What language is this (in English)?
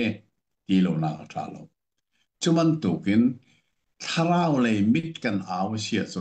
Hakha Chin